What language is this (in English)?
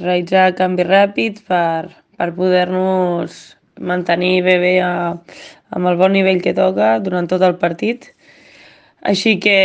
Catalan